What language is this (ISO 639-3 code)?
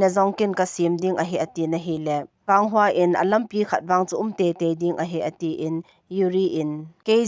tcz